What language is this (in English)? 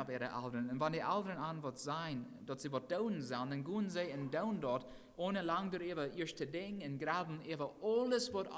Plautdietsch